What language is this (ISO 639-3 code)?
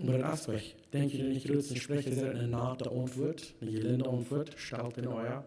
pdt